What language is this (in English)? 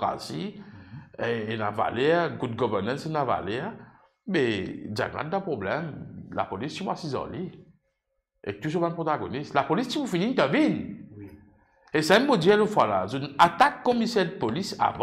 Morisyen